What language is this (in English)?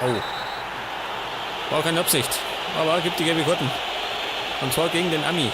Bavarian